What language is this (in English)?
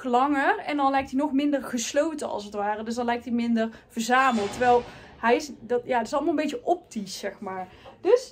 Dutch